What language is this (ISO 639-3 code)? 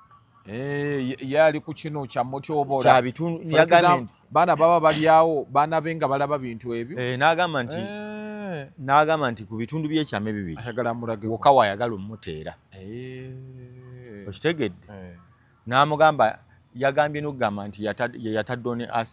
lug